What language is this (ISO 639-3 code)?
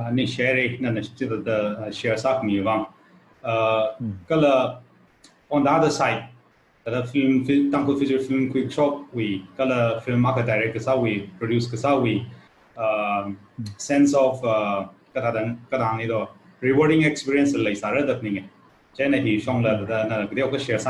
nmf